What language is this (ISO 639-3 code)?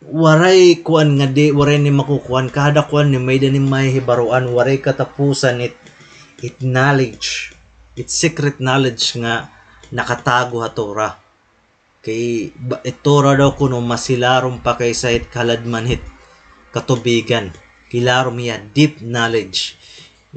war